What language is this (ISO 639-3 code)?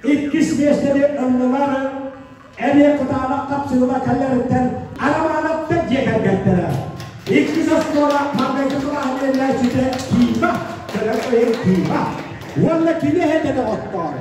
sah